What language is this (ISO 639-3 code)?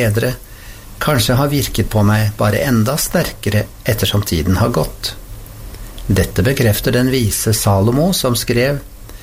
nor